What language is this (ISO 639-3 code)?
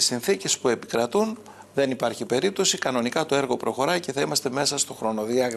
ell